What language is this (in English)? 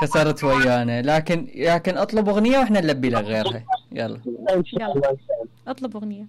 Mesopotamian Arabic